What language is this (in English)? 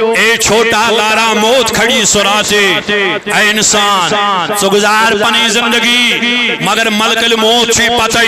Kashmiri